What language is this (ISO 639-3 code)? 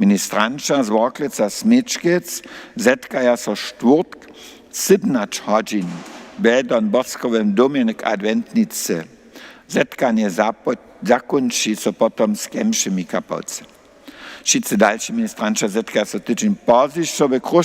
hsb